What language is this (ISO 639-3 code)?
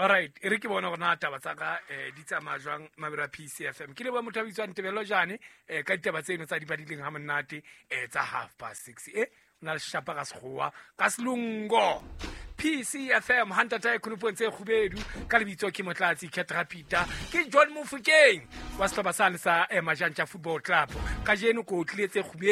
sot